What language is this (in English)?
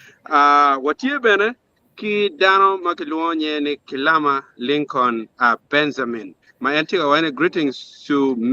Acoli